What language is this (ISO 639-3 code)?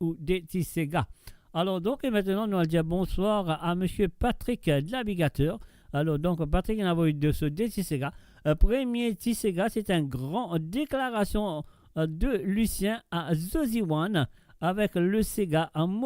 mfe